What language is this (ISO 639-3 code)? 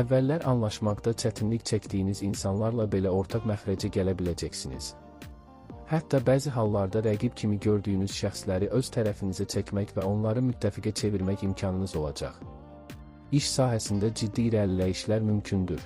aze